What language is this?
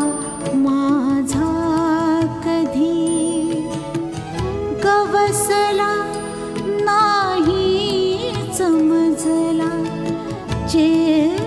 Marathi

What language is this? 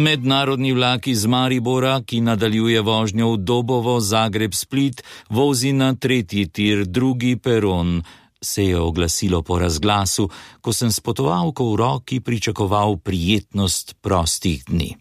Slovenian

